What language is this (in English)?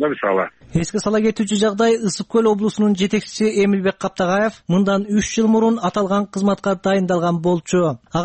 Kyrgyz